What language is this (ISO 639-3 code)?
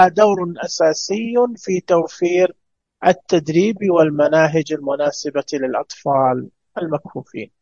ars